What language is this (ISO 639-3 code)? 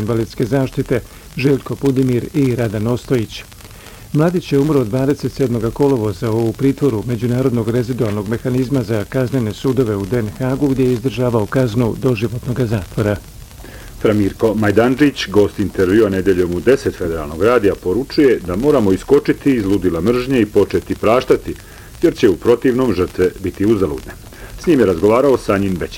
bos